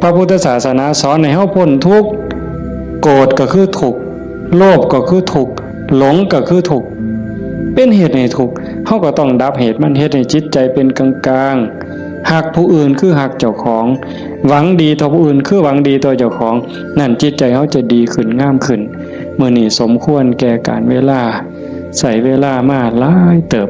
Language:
Northeastern Thai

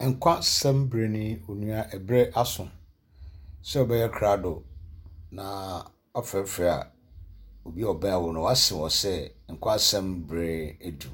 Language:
Akan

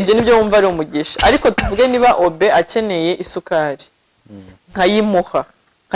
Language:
Kinyarwanda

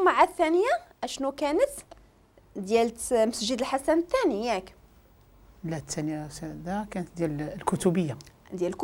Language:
Moroccan Arabic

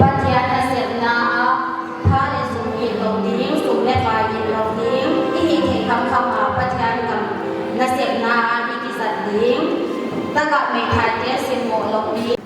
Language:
Paite Chin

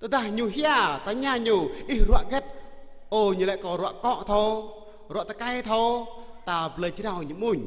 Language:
Jarai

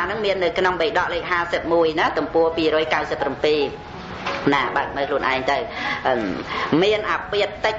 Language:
Khmer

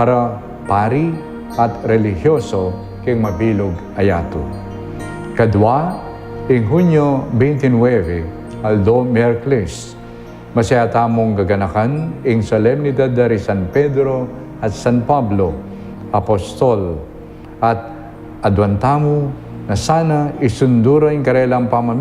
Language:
Pampanga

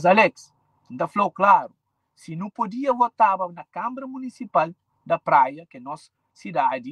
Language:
Kabuverdianu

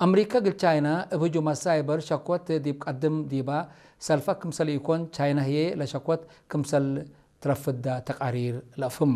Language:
Tigre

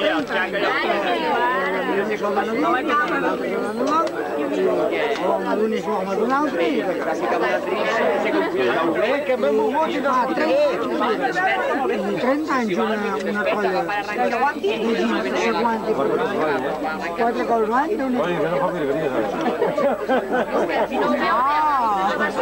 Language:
Catalan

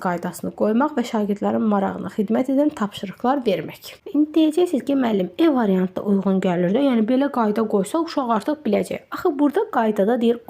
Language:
Azerbaijani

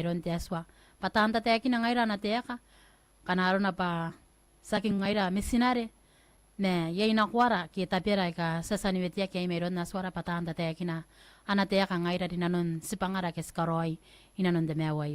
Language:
Gilbertese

